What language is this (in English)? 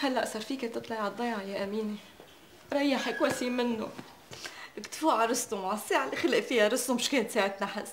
North Levantine Arabic